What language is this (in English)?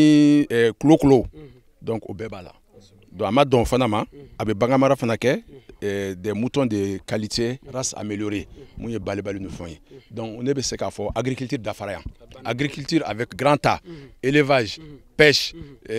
Bambara